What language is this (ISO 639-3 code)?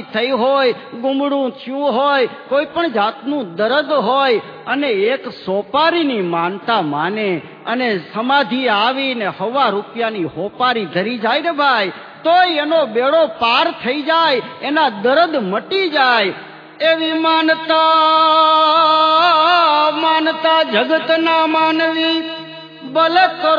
guj